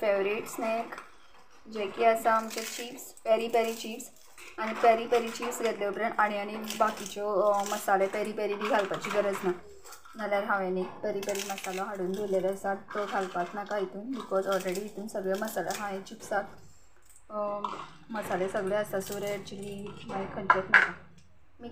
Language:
Konkani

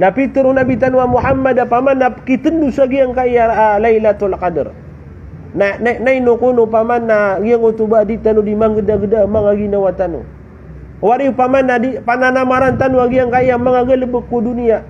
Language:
Maranao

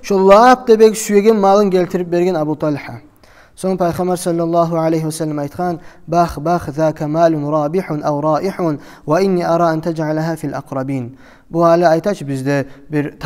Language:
Kumyk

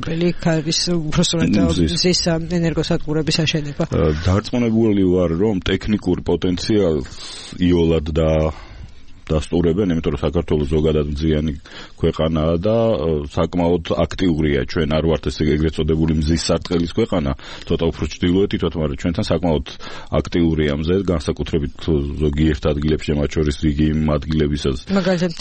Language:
Georgian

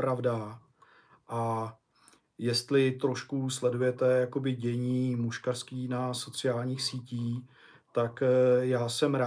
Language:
Czech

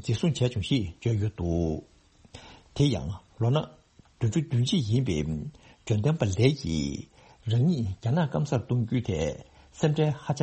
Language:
Tibetan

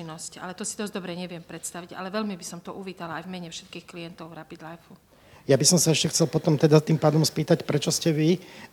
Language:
Slovak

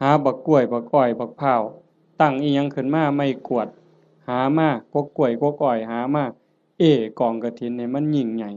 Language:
Northeastern Thai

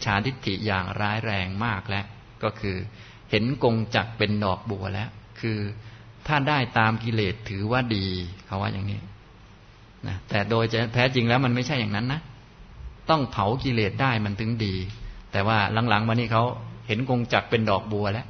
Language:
Thai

